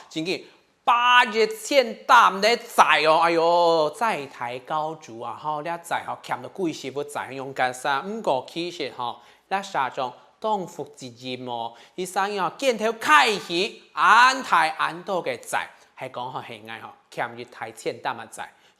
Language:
Hakka Chinese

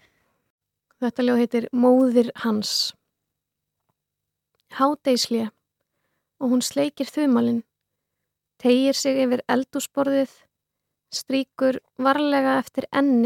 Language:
Icelandic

